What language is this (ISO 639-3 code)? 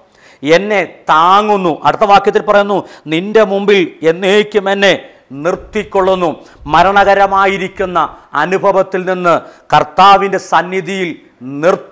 mal